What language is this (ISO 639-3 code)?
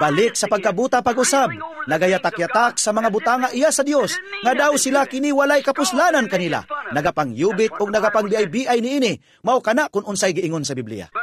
ceb